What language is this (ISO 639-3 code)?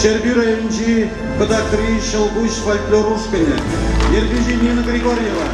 chv